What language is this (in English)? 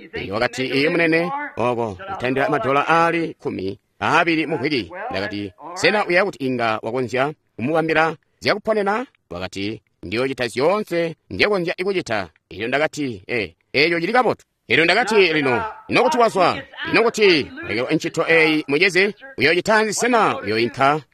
Tonga (Zambia)